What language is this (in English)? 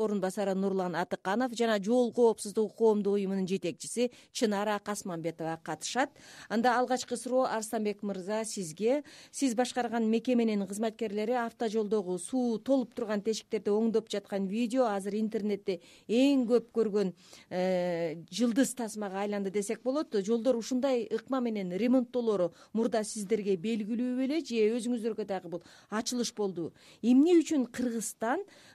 Kyrgyz